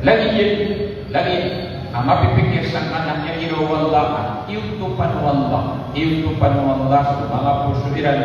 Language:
Maranao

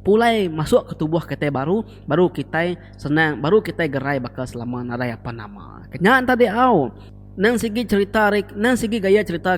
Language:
Iban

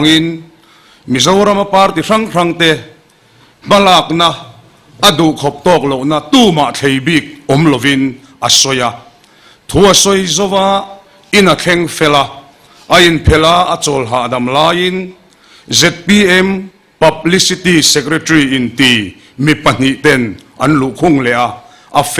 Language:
Mizo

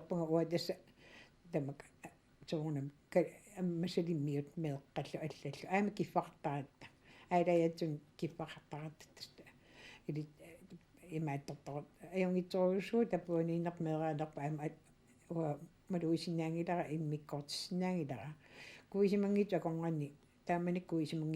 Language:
Kalaallisut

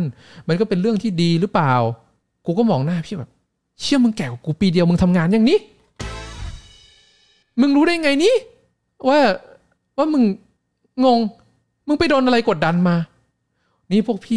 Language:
Thai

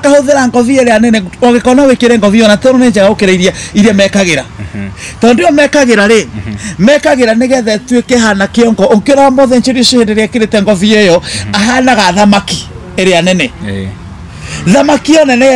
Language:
Kikuyu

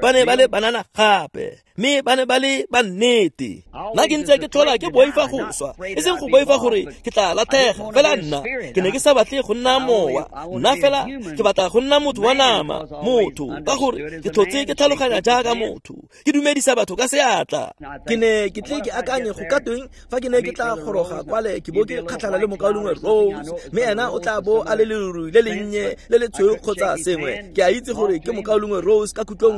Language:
Tswana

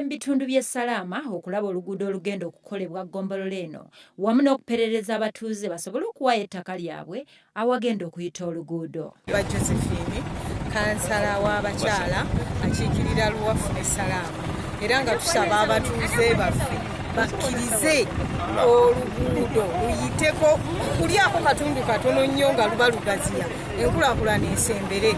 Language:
Ganda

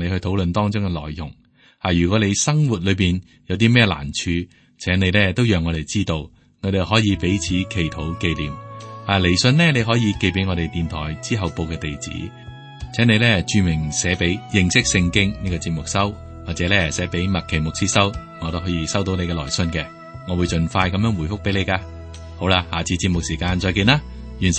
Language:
Cantonese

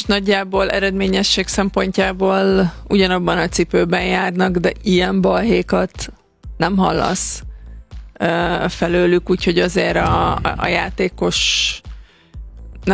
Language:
Hungarian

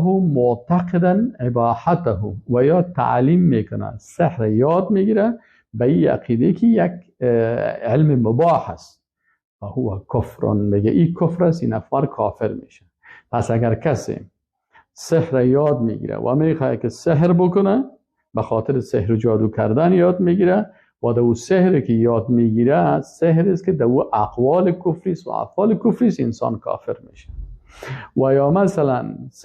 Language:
Persian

